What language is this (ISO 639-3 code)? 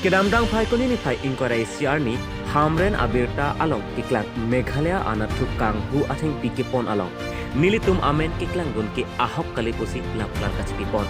mjw